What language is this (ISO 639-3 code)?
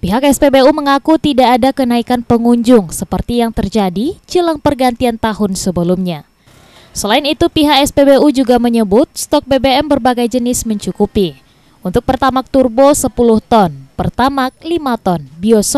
ind